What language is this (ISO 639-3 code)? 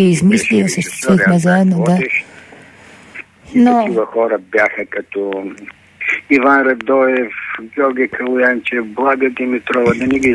bul